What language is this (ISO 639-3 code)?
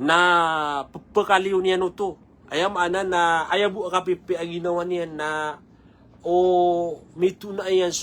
mrw